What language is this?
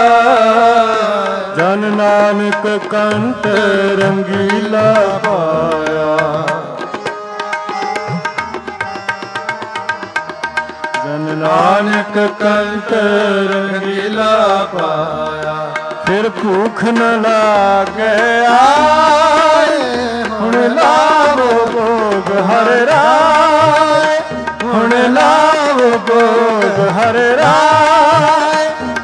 Punjabi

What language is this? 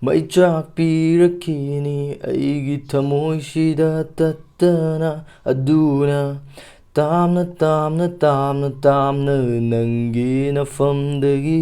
Manipuri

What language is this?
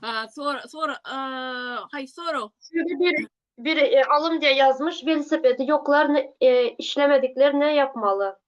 Turkmen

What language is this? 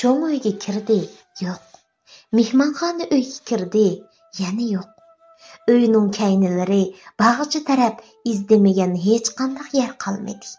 Uyghur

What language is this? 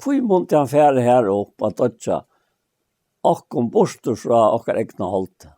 Faroese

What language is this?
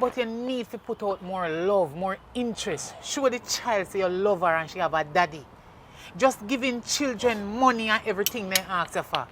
Jamaican Creole English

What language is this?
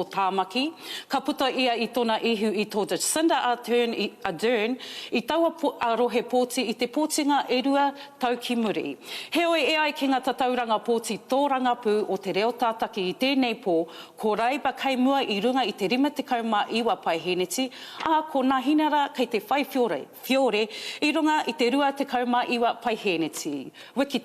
Māori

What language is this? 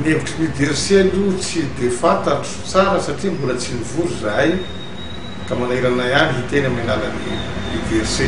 Malagasy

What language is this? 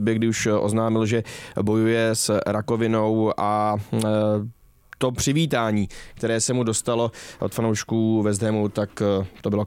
Czech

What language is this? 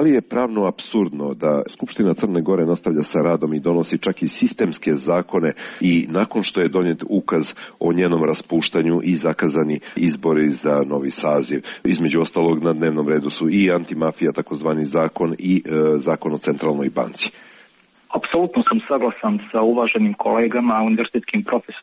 Serbian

